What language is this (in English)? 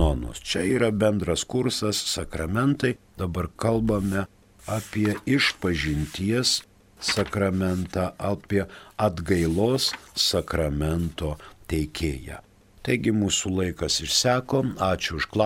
Lithuanian